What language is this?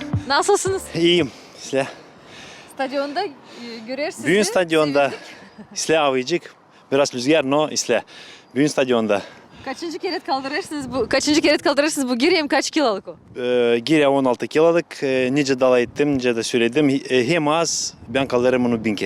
Gagauz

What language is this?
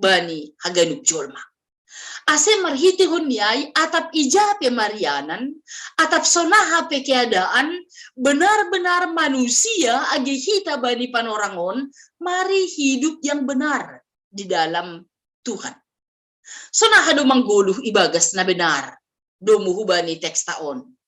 Batak Simalungun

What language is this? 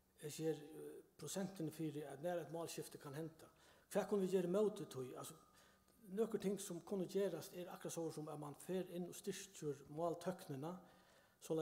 Faroese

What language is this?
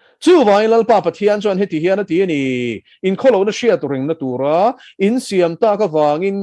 Mizo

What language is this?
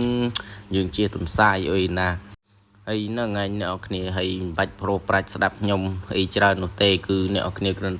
Khmer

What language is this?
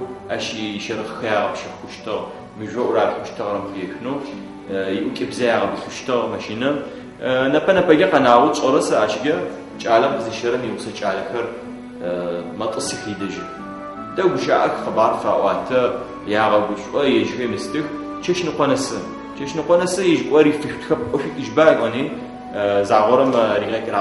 Adyghe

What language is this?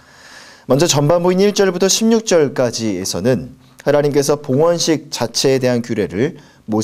Korean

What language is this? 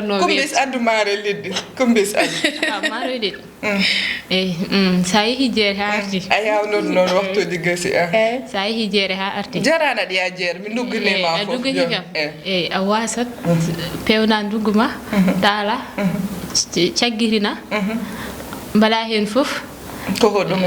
Fula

